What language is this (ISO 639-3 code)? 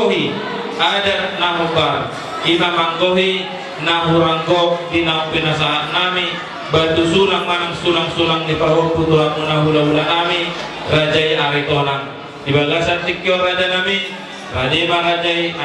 bbc